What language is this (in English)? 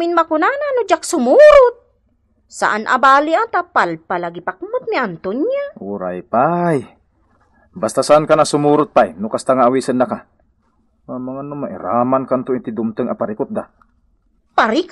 Iloko